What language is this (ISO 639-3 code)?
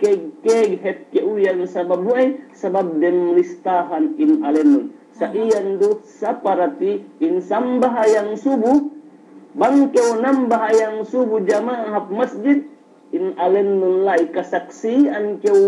yka